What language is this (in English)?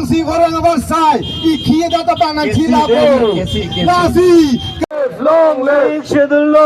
Karbi